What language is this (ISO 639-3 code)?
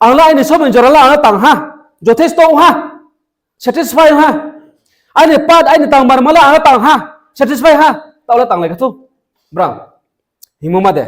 ria